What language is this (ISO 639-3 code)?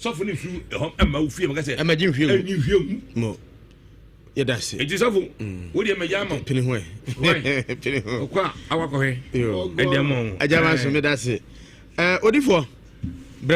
aka